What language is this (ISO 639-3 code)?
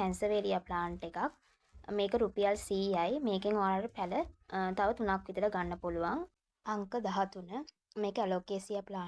sin